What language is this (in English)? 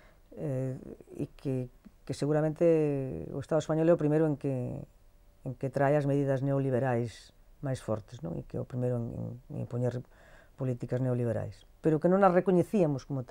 Galician